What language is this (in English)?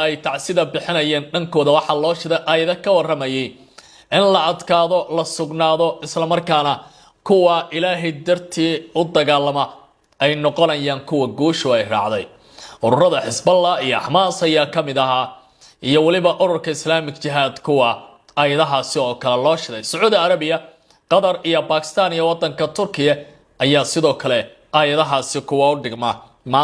Somali